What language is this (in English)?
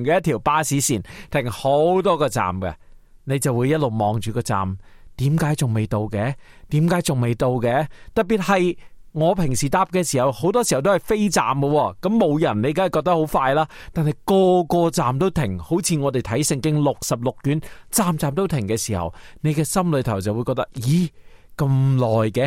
Cantonese